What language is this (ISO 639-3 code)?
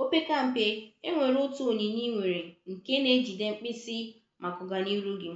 ibo